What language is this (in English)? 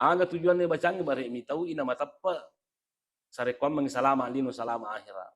Buginese